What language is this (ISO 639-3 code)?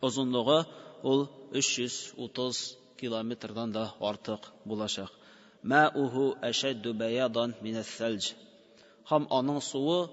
tat